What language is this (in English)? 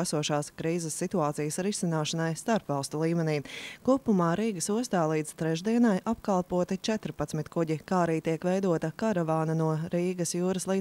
Latvian